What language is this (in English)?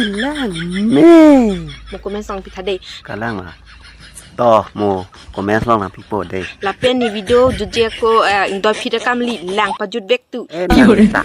Karbi